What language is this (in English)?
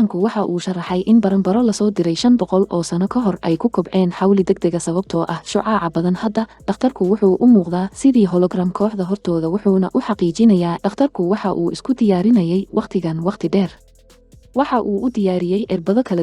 Somali